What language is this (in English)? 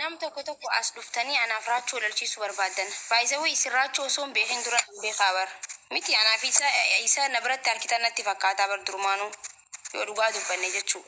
Oromo